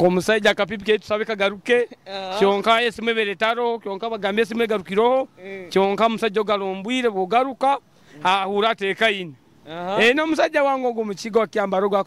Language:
Nyoro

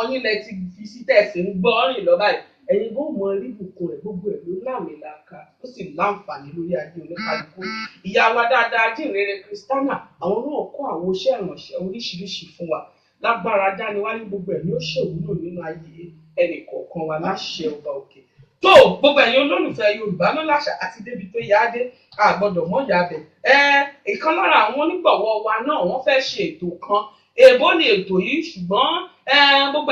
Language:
Yoruba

